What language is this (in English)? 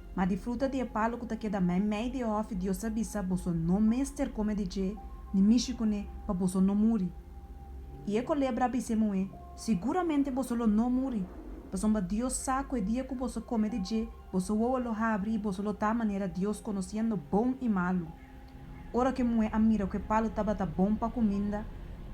Papiamento